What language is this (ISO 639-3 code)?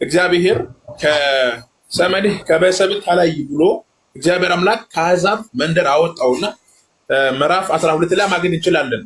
amh